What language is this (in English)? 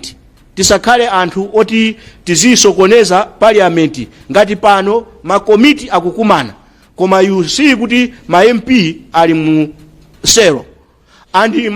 Nyanja